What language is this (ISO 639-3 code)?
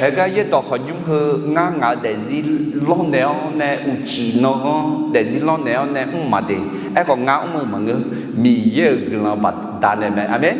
ahk